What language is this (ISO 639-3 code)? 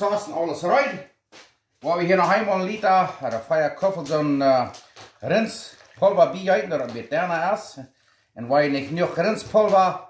pdt